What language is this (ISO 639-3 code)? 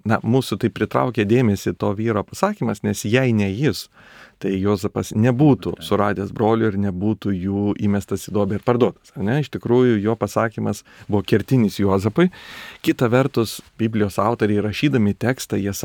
lit